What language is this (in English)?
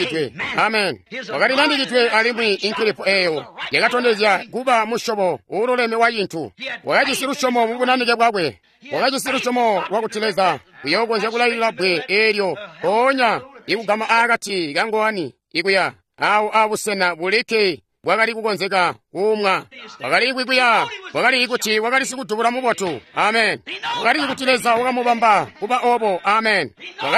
Tonga (Zambia)